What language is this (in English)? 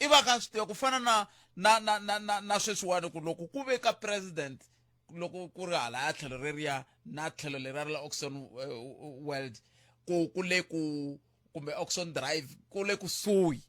Tsonga